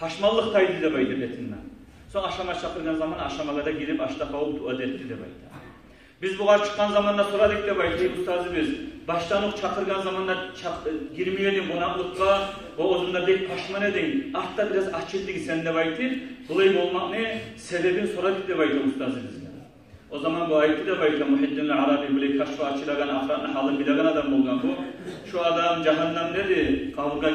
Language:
Kumyk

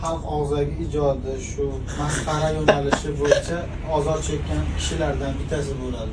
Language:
Uzbek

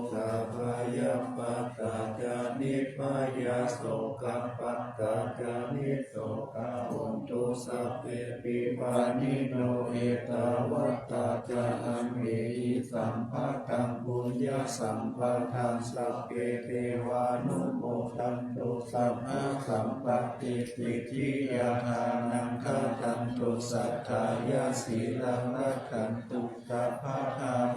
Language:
Pali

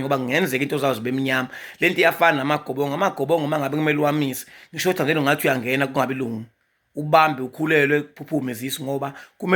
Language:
Zulu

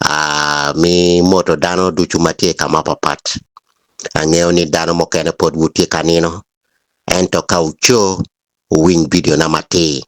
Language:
Acoli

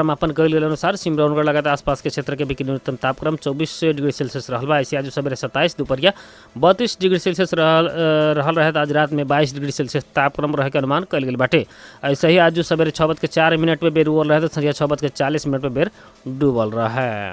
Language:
Bhojpuri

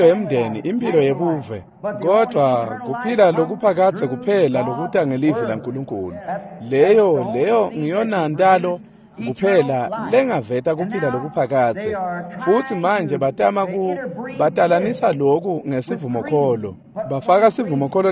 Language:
Swati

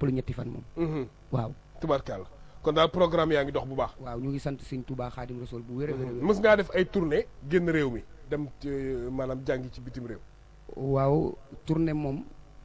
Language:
Wolof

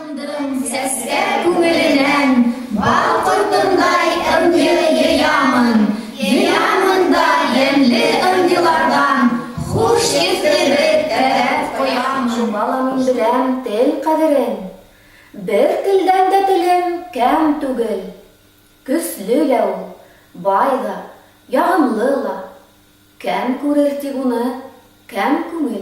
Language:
Bashkir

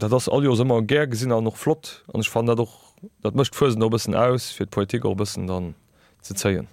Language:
Luxembourgish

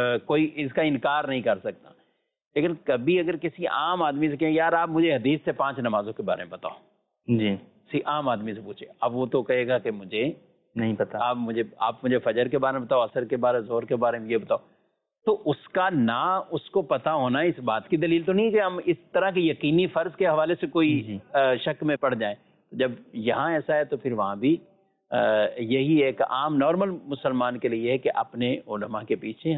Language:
Urdu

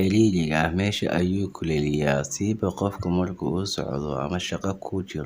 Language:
Somali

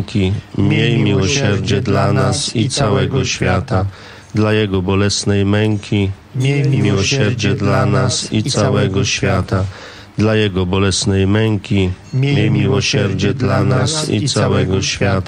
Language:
Polish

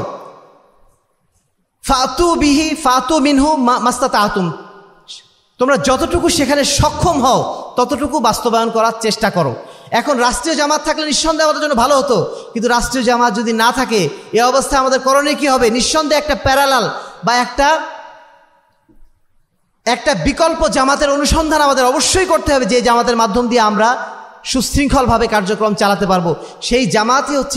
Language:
Bangla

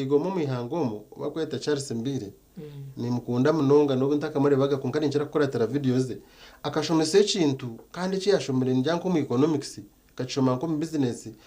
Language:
Nyankole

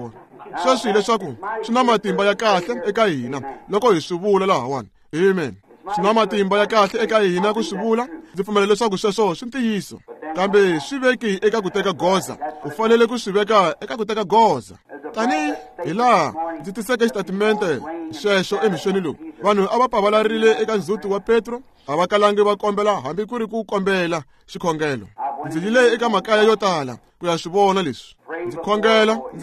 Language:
Tsonga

